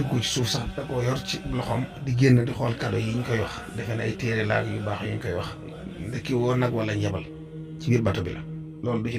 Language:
Wolof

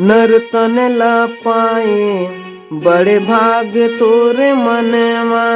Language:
Chhattisgarhi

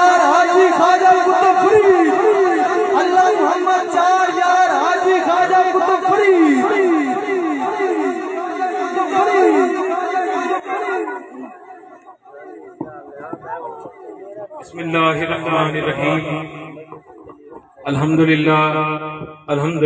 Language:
Urdu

